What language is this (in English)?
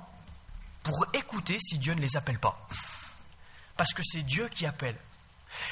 French